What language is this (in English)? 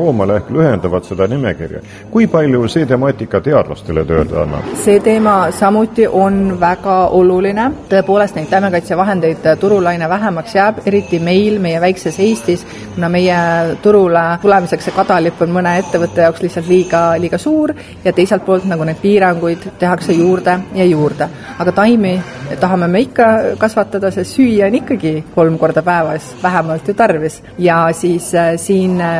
Estonian